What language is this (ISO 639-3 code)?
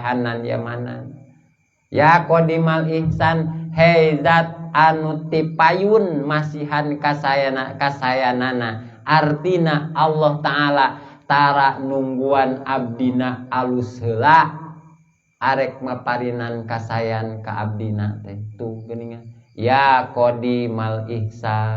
sun